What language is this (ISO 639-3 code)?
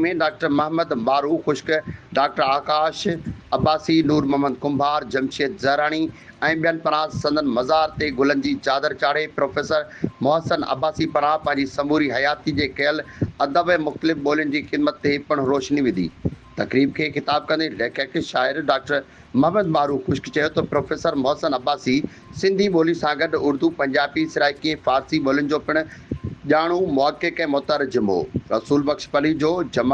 snd